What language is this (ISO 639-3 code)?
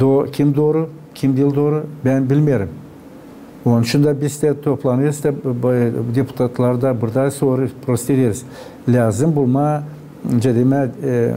gag